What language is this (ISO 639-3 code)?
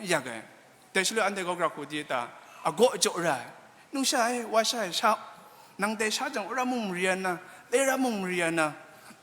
kac